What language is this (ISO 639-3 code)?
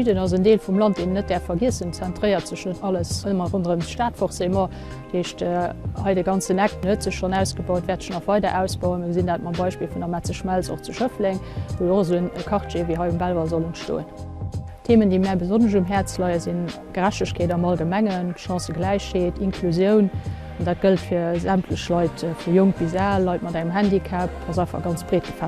ltz